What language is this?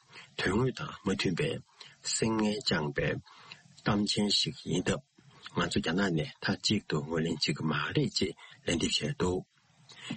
Tibetan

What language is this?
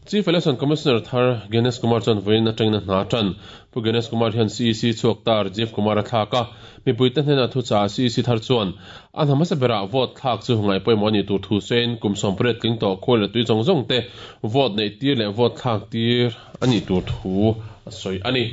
Mizo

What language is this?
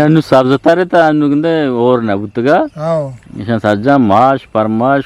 Eastern Balochi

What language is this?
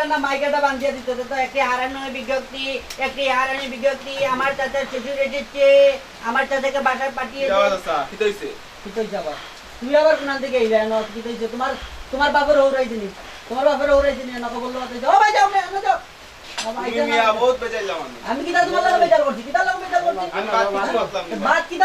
Sylheti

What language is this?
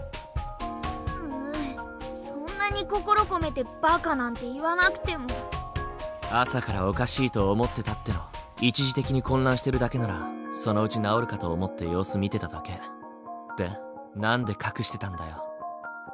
Japanese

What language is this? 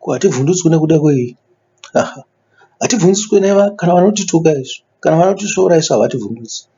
Shona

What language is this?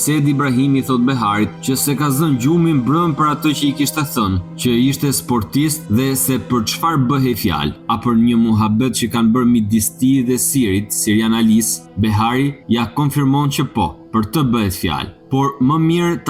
Albanian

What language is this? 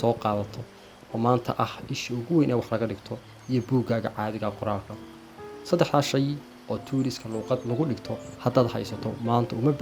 Somali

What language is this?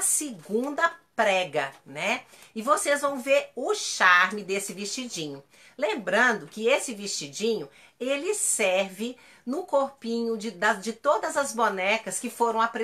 Portuguese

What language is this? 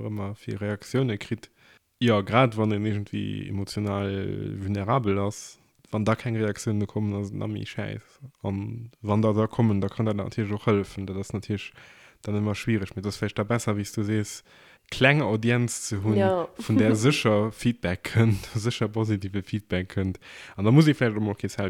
Luxembourgish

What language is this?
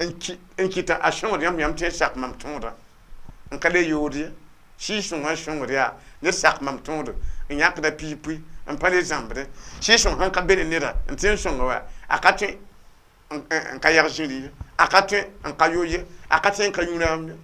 Mossi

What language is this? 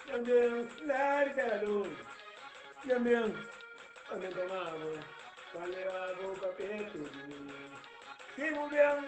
Kabuverdianu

